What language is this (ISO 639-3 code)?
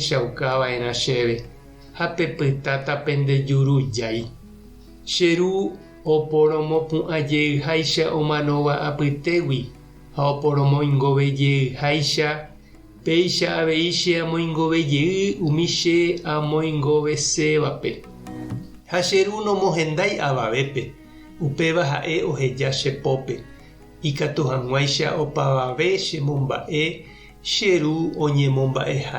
grn